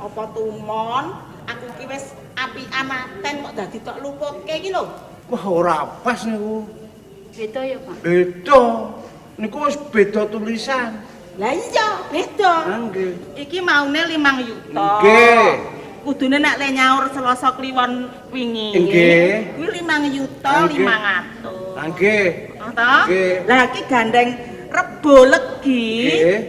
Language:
Javanese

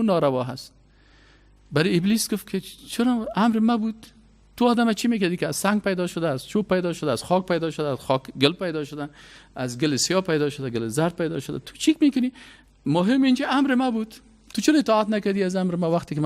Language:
Persian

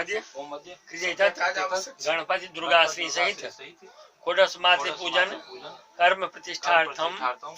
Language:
Maithili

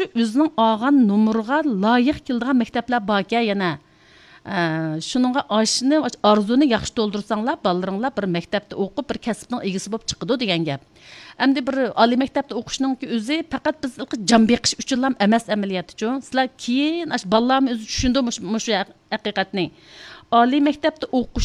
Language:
Uyghur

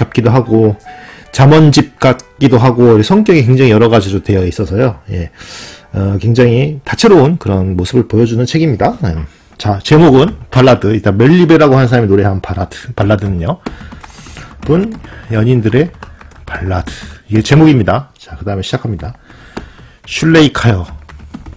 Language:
Korean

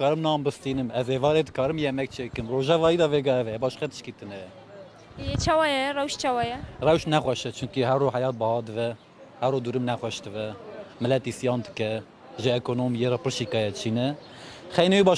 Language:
Kurdish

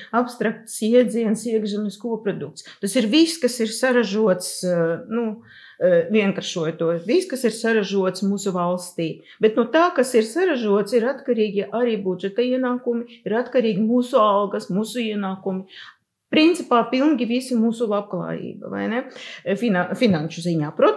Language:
Latvian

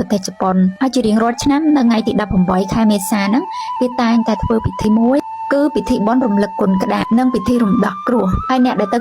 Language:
Khmer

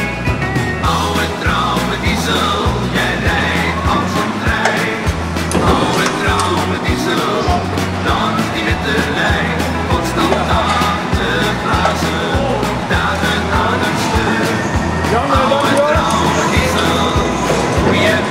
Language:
Dutch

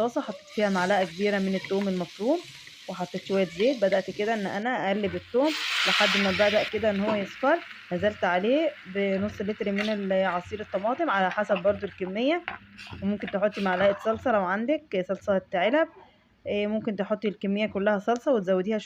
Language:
Egyptian Arabic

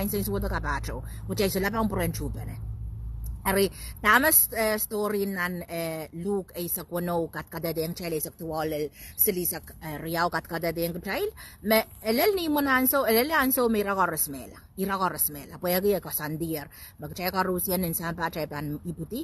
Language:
Pohnpeian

